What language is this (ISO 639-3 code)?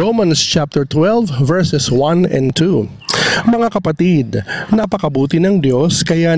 fil